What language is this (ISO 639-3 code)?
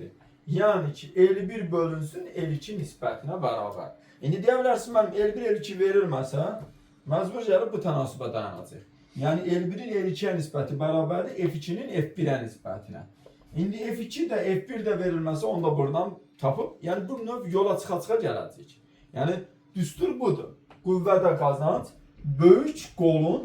aze